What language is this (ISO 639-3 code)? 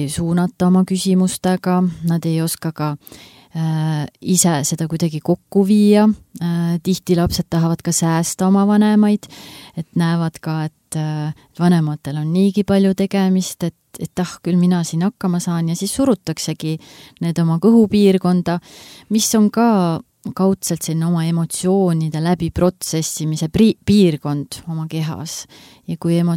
est